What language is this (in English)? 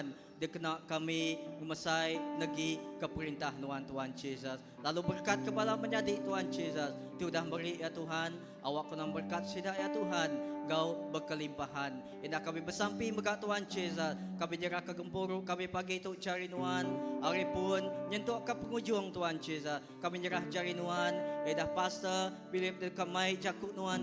Iban